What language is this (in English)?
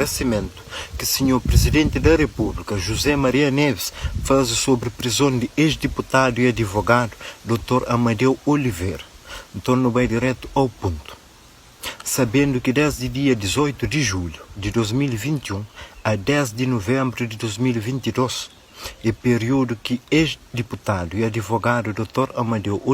Kabuverdianu